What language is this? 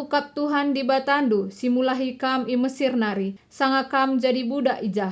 Batak Karo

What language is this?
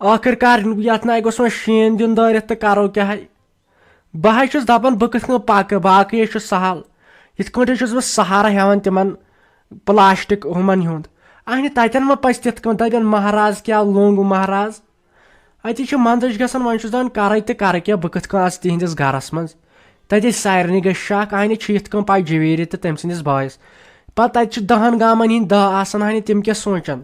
Kashmiri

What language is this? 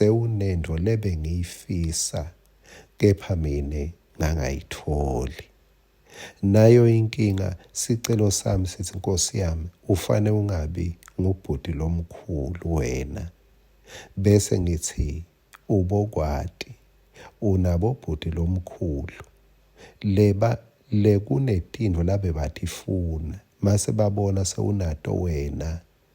Swati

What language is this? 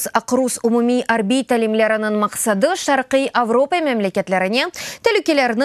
Crimean Tatar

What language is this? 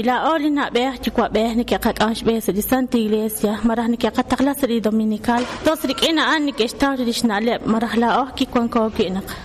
Kekchí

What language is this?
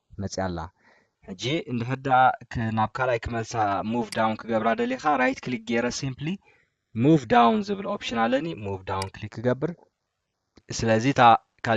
Tigrinya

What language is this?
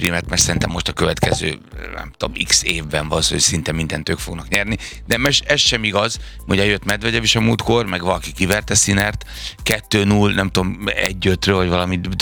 Hungarian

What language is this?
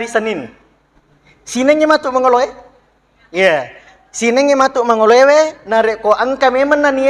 Buginese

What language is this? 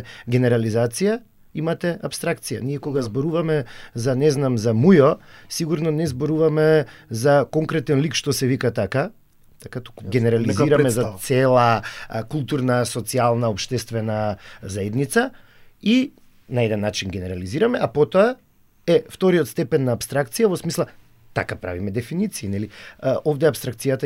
Macedonian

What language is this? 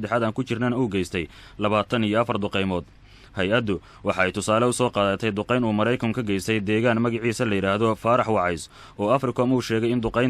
Somali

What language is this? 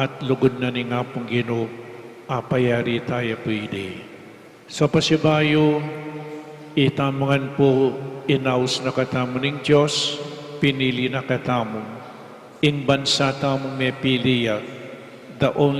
Pampanga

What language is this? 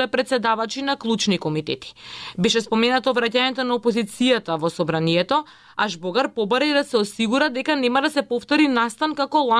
Macedonian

